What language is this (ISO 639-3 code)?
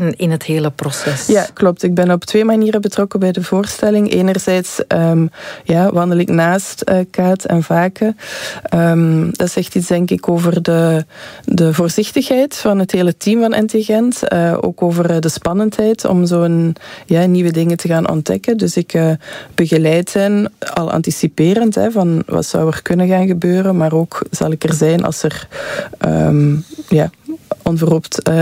nld